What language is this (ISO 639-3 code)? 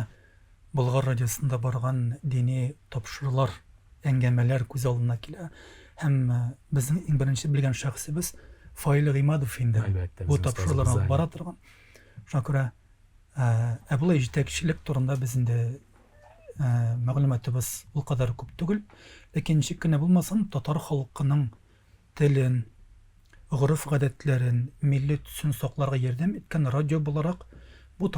tat